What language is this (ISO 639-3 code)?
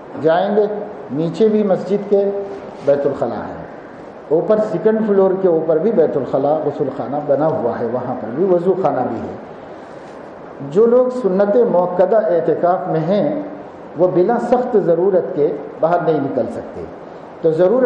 urd